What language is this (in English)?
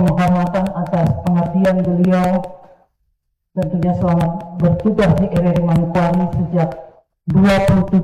Indonesian